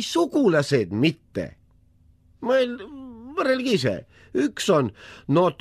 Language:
Estonian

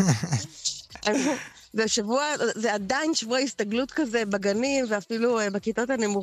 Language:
Hebrew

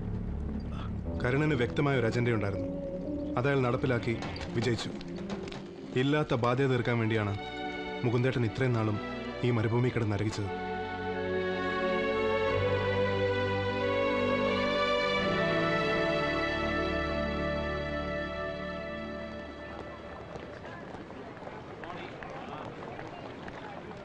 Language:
Malayalam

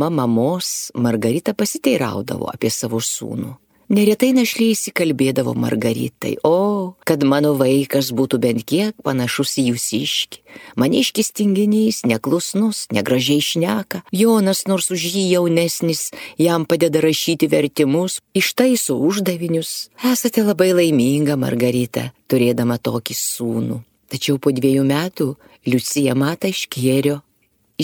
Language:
Lithuanian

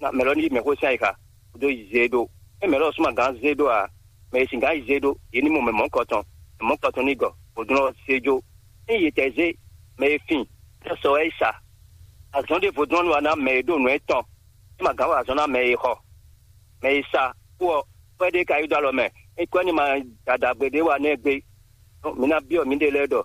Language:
Fon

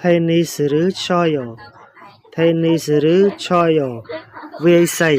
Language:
Khmer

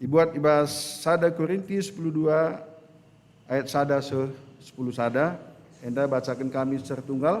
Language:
Batak Karo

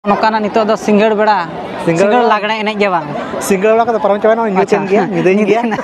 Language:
Santali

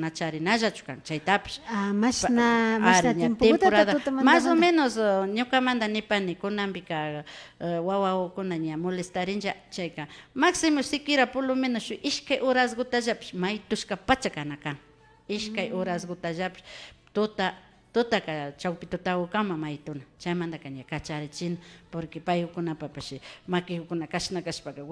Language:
Imbabura Highland Quichua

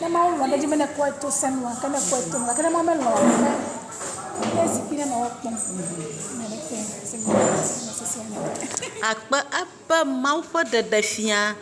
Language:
Ewe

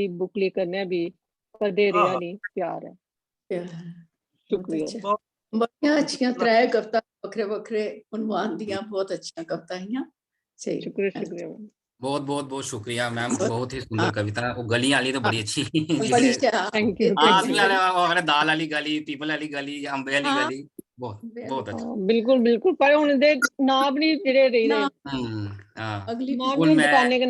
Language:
Dogri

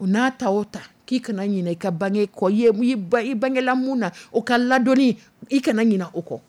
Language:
Dyula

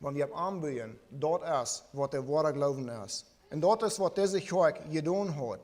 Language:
Plautdietsch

